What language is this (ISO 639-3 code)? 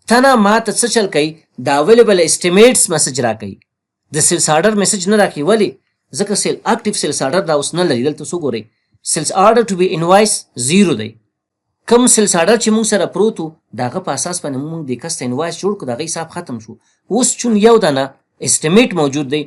pus